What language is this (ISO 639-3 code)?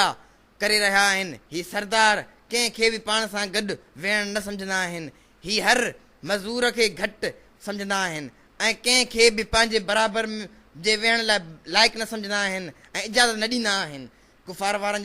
snd